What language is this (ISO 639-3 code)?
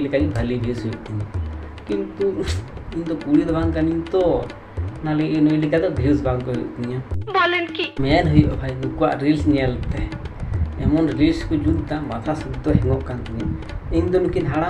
sat